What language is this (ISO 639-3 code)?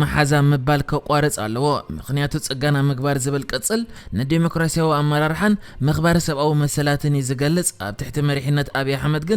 tir